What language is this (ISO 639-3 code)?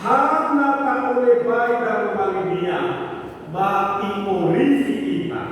nia